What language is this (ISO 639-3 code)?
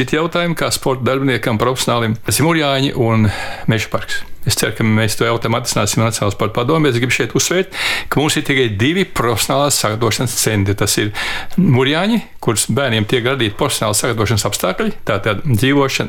lav